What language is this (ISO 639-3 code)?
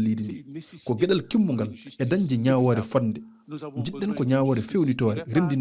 ful